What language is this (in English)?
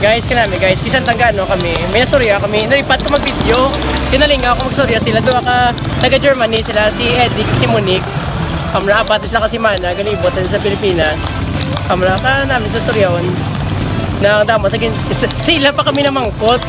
Hiligaynon